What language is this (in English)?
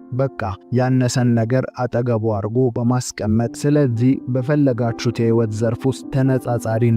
Amharic